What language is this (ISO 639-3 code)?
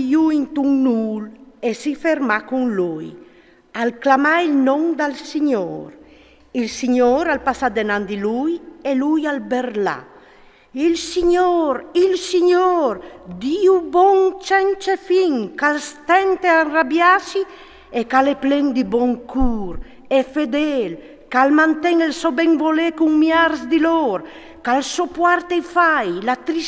fur